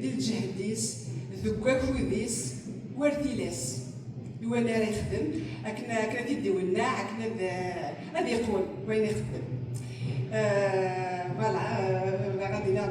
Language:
Kabyle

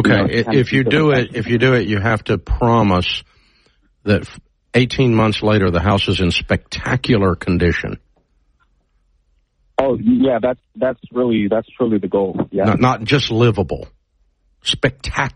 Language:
English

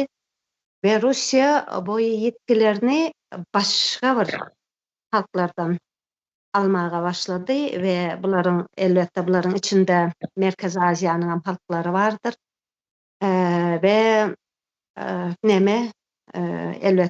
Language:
Turkmen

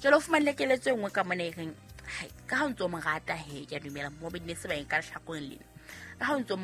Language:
Southern Sotho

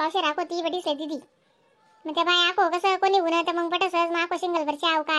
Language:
Khandesi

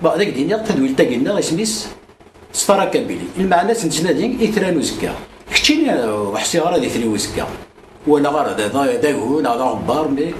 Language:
Kabyle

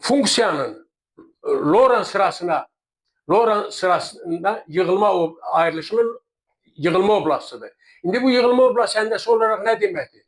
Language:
Azerbaijani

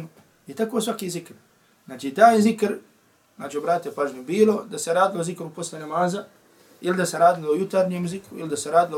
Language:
Bosnian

